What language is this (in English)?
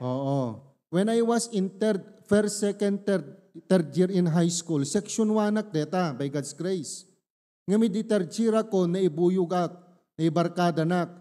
Iloko